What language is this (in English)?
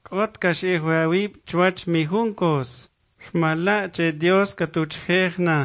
Kʼicheʼ